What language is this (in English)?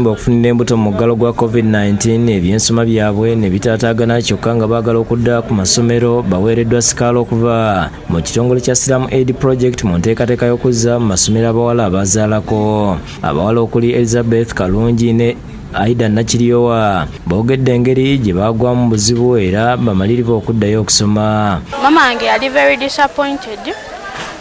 Ganda